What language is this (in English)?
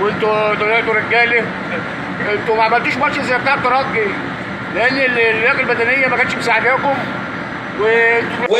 Egyptian Arabic